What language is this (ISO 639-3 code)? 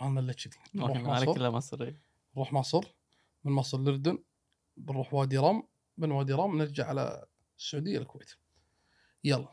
afb